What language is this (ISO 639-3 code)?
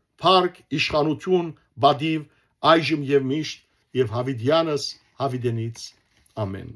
hyw